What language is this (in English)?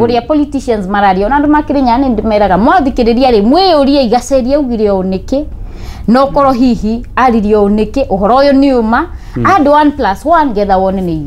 Kikuyu